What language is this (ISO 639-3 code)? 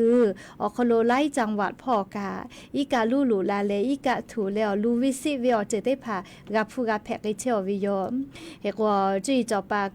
lhu